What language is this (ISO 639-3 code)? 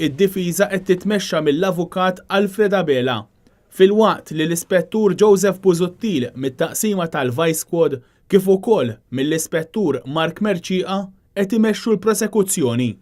mlt